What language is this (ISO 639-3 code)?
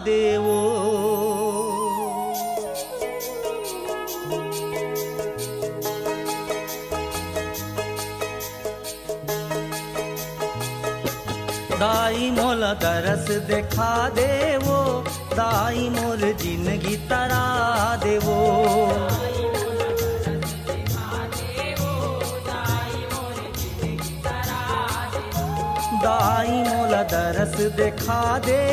hne